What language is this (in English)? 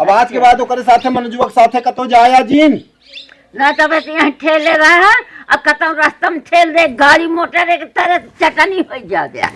Awadhi